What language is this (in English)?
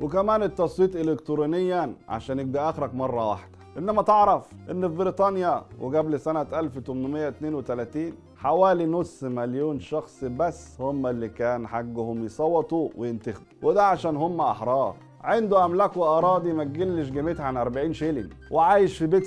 Egyptian Arabic